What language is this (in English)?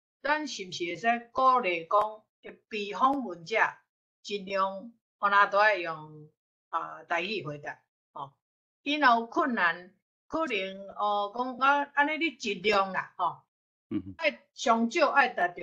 Min Nan Chinese